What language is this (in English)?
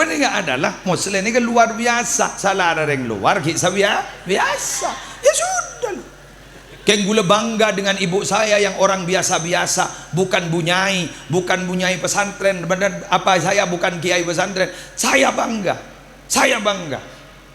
Madurese